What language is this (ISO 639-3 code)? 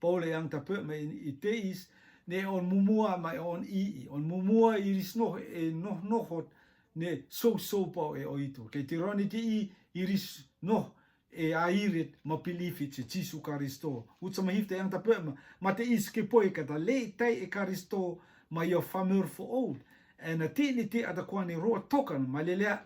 rtm